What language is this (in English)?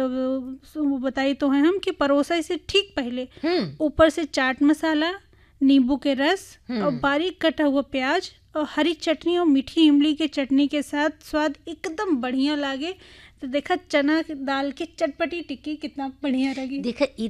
Bhojpuri